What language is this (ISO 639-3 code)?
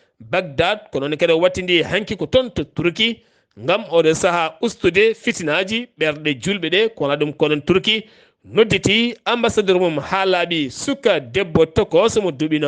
ful